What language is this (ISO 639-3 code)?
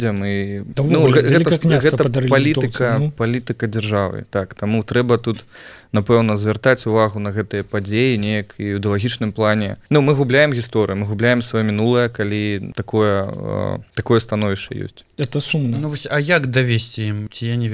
bel